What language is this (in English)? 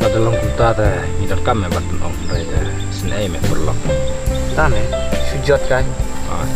Khasi